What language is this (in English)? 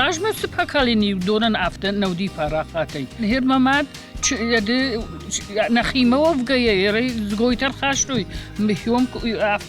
Ossetic